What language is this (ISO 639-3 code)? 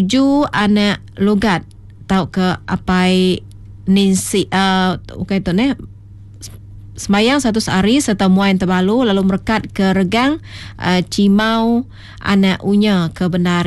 iba